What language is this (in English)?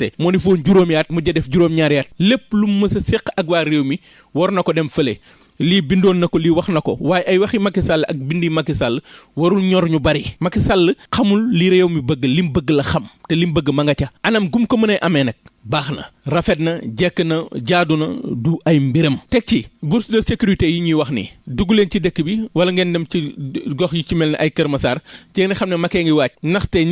Wolof